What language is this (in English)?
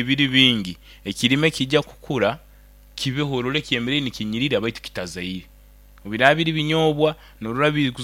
Nyoro